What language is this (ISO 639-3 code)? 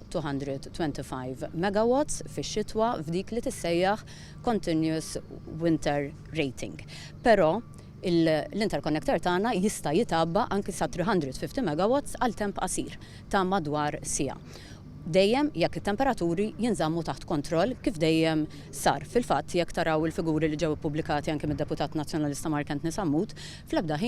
mlt